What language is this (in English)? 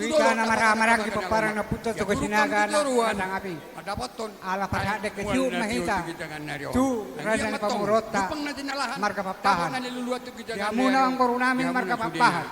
Batak Toba